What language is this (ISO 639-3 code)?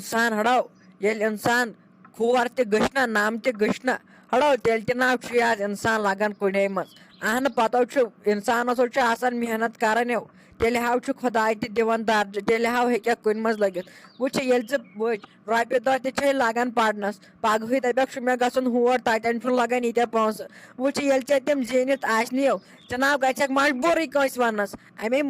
kas